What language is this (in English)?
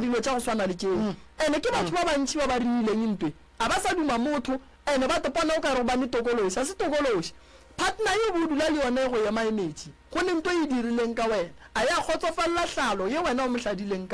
Northern Sotho